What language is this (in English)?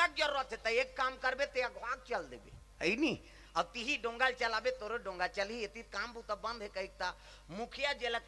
Chhattisgarhi